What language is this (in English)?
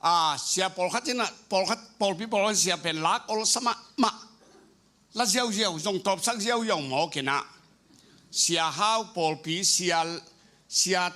Tedim Chin